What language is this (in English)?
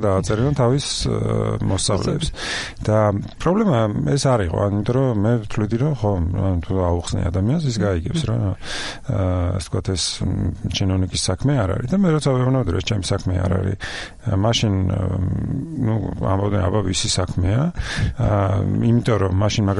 Georgian